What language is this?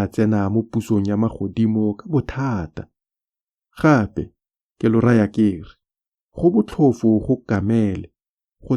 Tswana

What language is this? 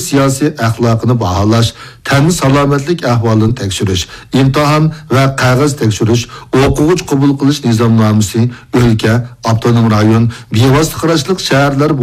Uyghur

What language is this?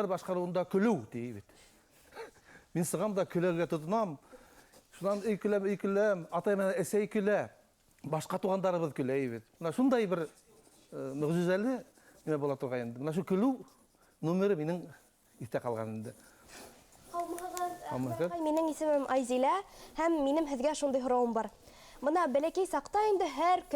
Bashkir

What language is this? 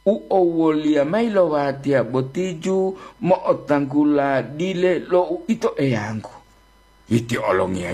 Gorontalo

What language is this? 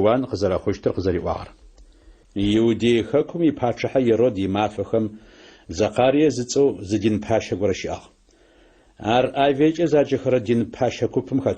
Adyghe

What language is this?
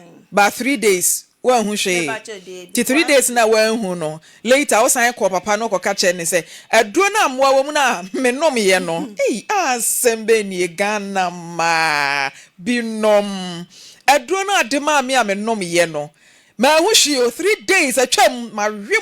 Akan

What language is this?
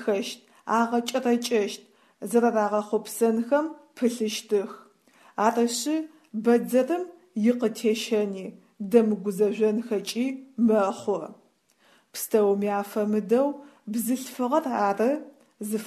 Adyghe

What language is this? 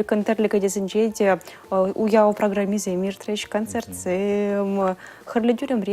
Chuvash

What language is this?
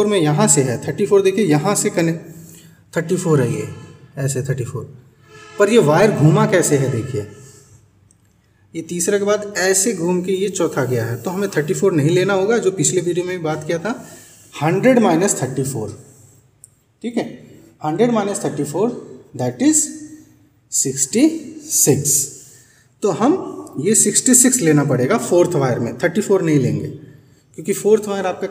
Hindi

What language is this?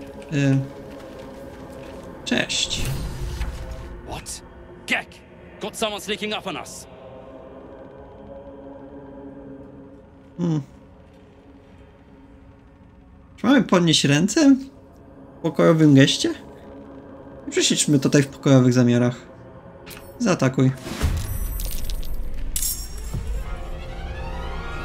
Polish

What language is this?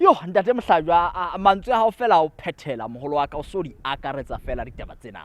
Southern Sotho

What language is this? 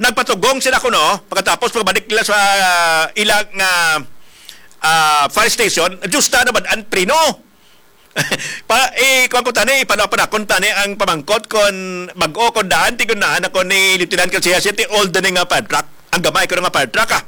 Hiligaynon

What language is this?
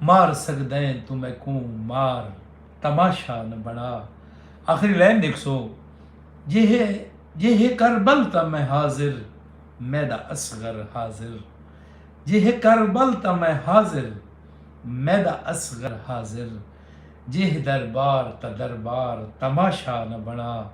Saraiki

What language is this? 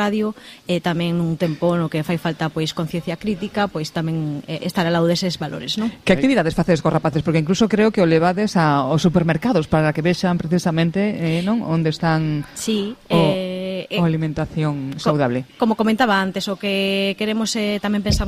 Galician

